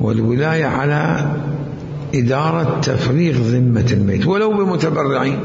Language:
Mesopotamian Arabic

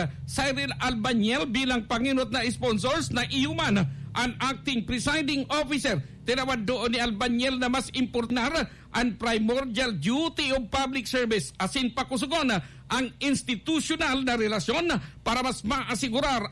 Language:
Bikol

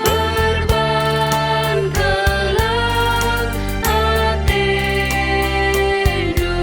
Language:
Batak Karo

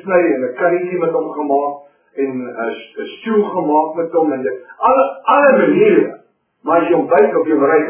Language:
Afrikaans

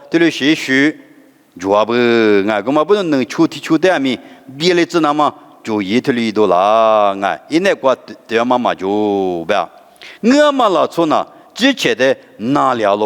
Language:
Lisu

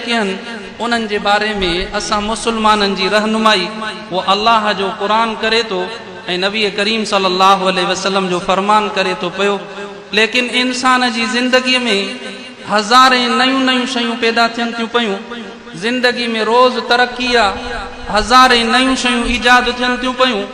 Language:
Sindhi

